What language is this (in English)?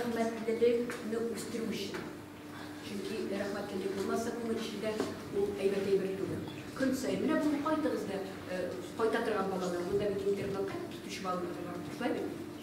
Tatar